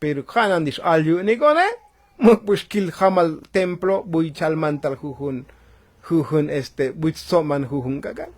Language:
Tzotzil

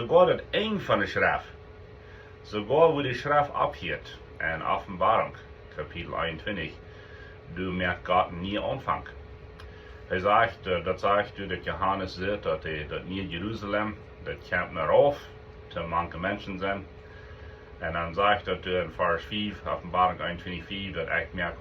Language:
Plautdietsch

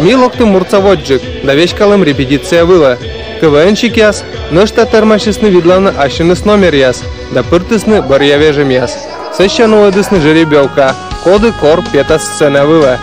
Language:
Komi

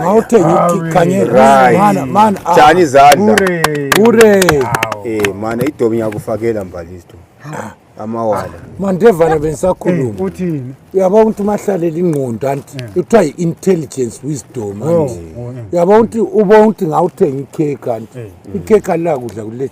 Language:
North Ndebele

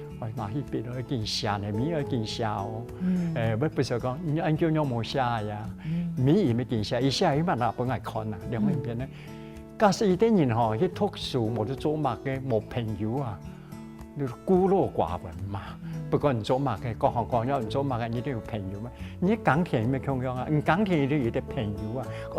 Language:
Hakka Chinese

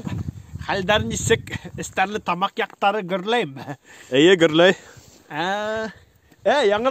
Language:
Bashkir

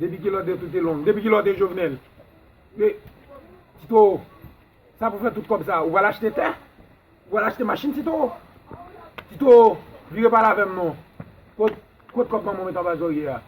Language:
Haitian Creole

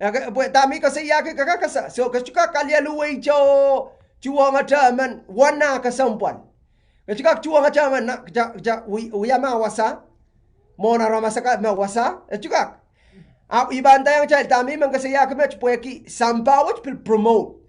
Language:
Pohnpeian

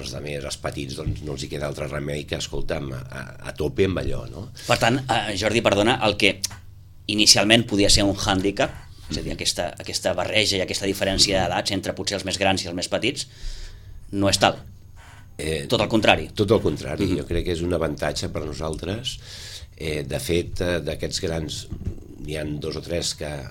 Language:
Catalan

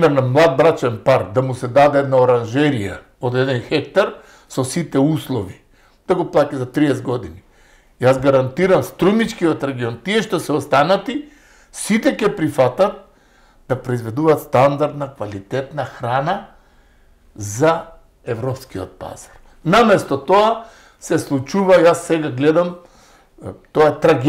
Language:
Macedonian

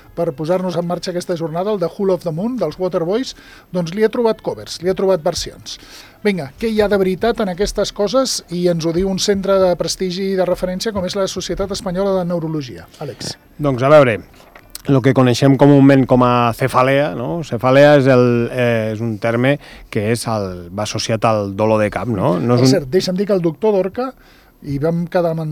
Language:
Catalan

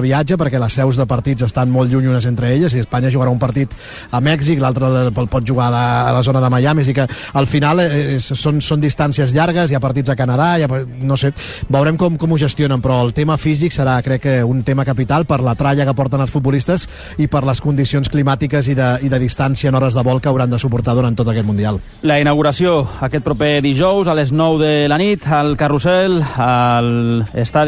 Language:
Catalan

